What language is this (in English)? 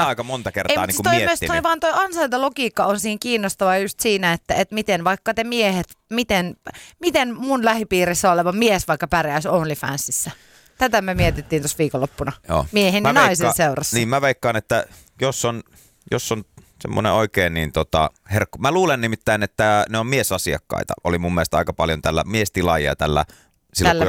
Finnish